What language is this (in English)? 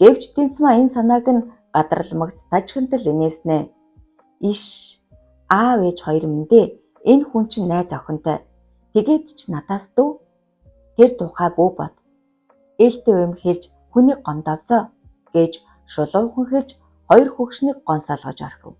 Mongolian